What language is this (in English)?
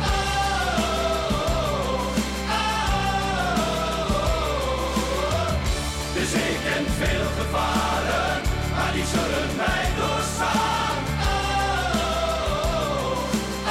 Dutch